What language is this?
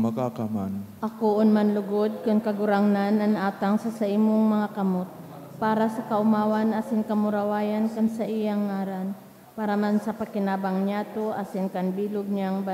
Bikol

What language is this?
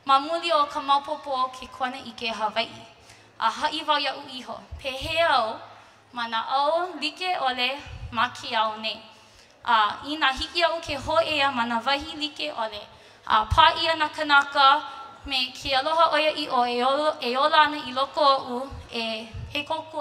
Hawaiian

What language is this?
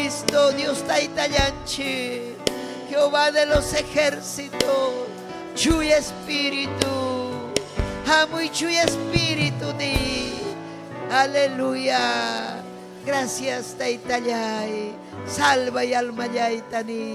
Ayacucho Quechua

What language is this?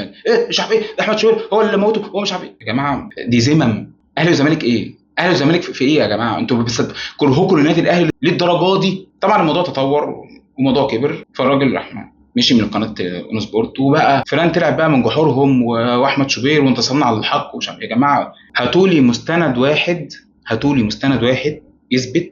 Egyptian Arabic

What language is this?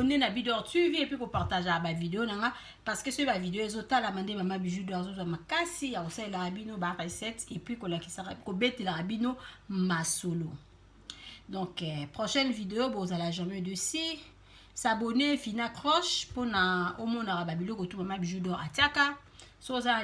Lingala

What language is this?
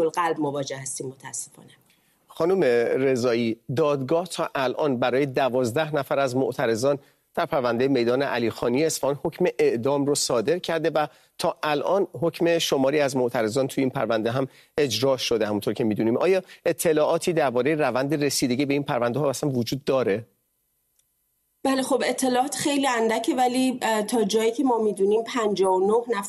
Persian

